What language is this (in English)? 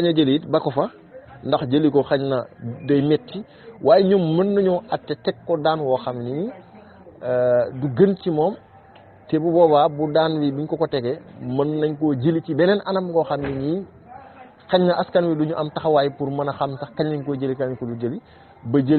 Wolof